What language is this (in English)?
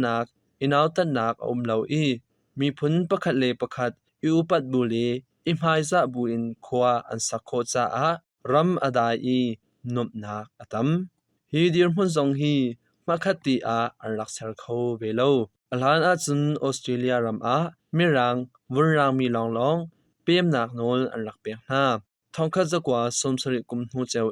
Hakha Chin